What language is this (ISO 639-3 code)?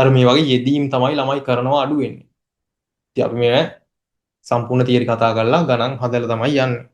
sin